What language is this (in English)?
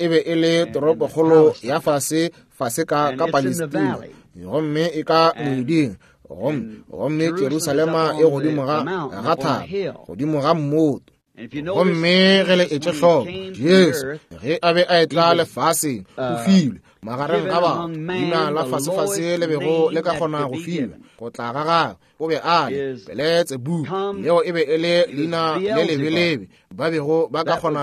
Northern Sotho